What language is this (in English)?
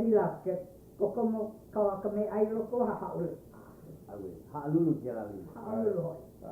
Hawaiian